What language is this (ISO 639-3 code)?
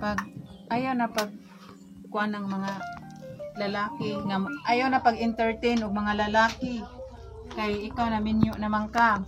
ceb